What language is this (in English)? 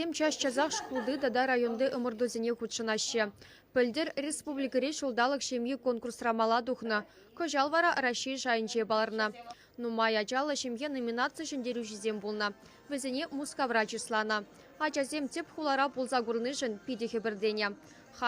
Chuvash